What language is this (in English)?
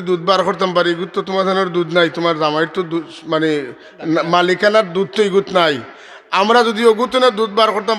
Sylheti